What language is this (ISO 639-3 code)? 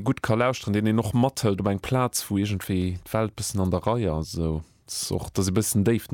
ltz